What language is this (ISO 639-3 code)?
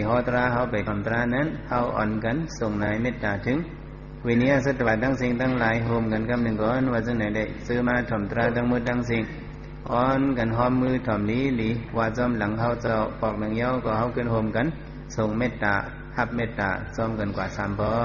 shn